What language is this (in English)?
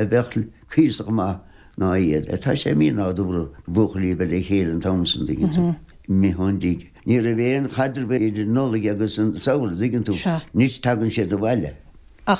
Irish